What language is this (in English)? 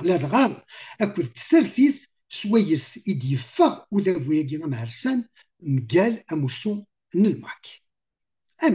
Kabyle